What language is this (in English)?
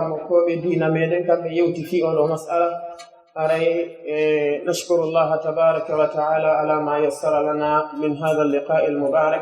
Pular